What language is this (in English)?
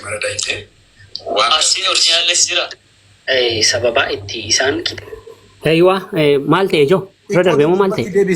Oromo